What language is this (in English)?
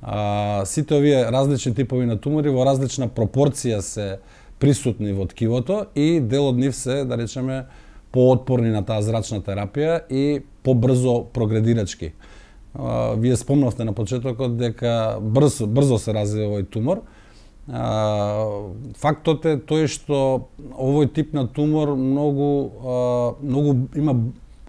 Macedonian